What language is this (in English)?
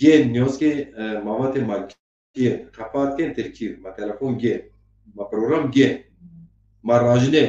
Zaza